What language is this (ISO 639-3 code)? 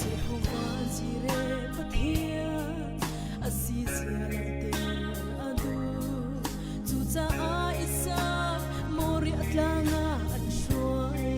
cnh